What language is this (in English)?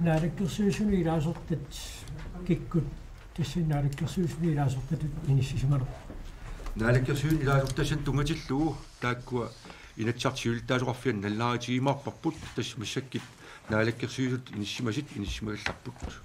Kalaallisut